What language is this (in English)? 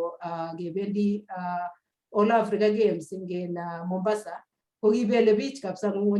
Kalenjin